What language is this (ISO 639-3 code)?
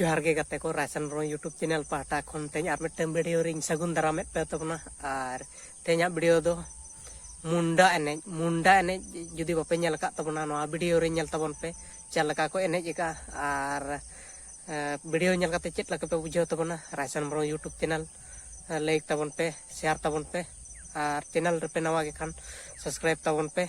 sat